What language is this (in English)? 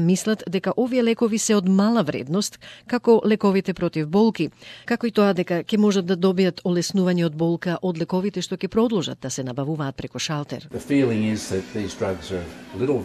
Macedonian